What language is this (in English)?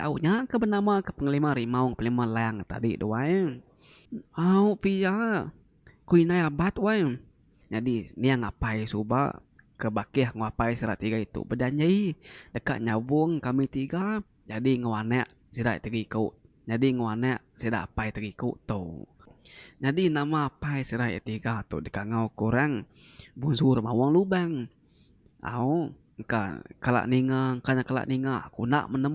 Iban